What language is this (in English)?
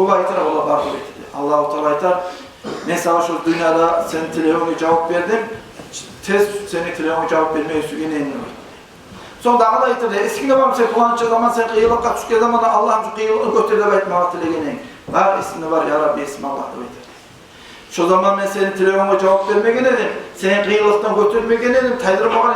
Kumyk